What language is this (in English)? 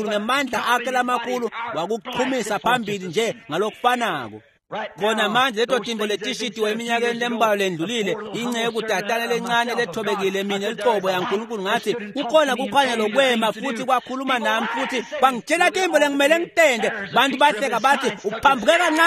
Swati